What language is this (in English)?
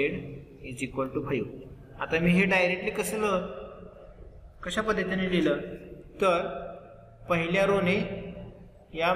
Marathi